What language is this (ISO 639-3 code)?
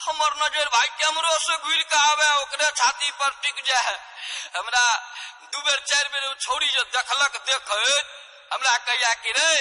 mai